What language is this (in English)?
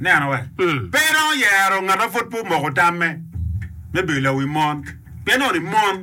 Acoli